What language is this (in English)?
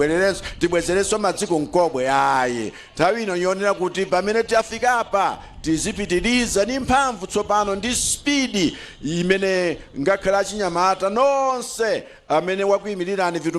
Nyanja